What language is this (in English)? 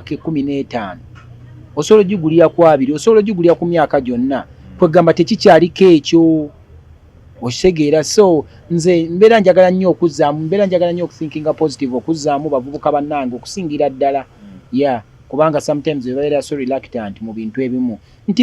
Ganda